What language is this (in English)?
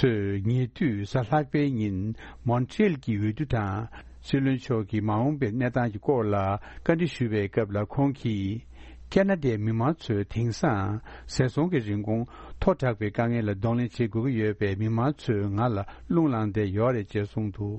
Tibetan